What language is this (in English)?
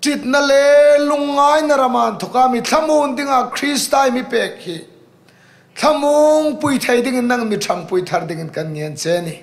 Hmar